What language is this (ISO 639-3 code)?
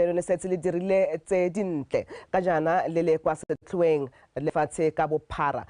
tsn